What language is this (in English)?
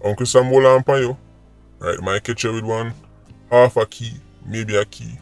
Jamaican Creole English